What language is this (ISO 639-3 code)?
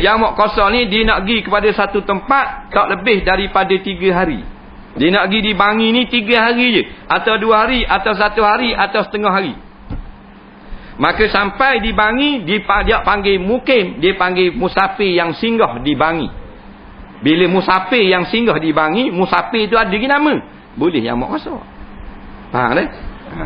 msa